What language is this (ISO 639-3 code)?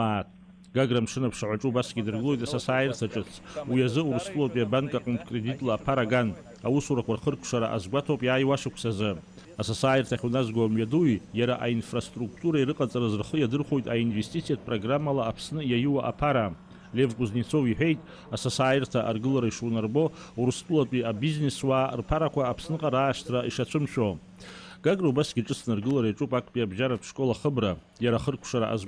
abk